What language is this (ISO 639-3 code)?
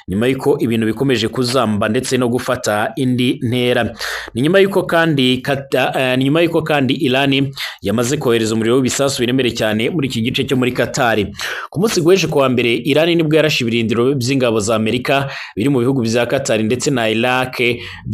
kin